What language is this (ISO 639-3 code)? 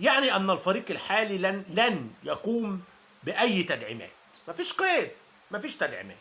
arz